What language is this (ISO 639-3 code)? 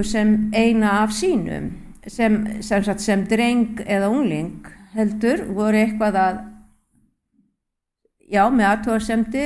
isl